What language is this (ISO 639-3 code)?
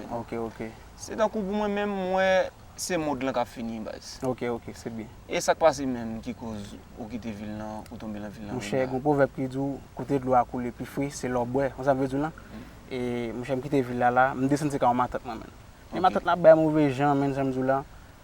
hat